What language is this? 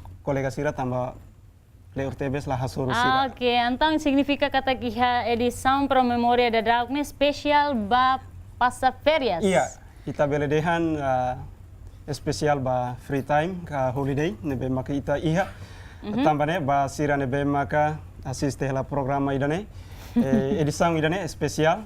Tetum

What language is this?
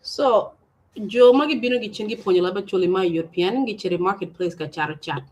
Acoli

